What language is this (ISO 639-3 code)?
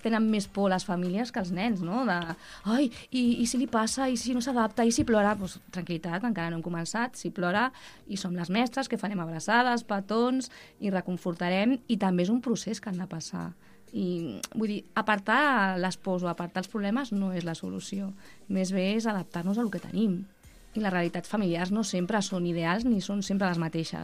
cat